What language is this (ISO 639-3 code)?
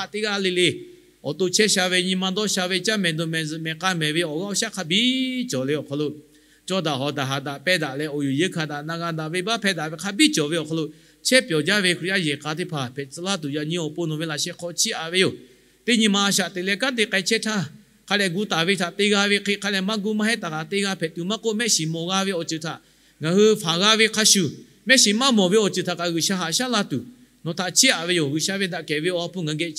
lhu